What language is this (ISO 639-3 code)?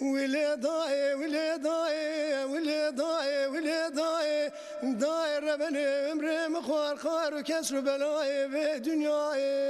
zza